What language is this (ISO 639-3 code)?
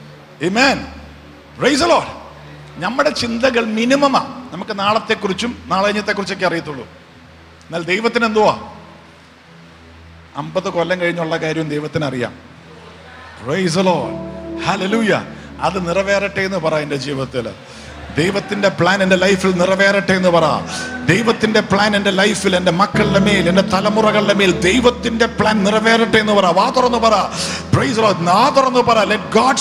mal